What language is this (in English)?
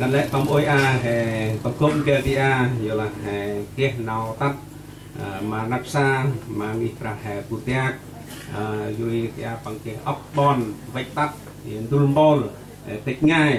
Central Mnong